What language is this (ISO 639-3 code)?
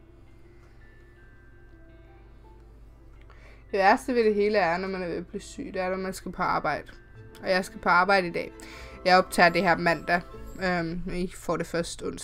dan